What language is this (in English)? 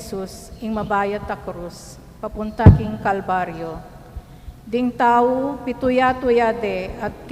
Pampanga